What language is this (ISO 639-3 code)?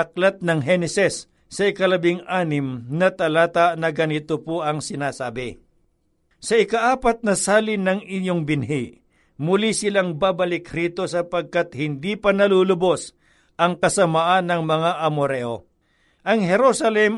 fil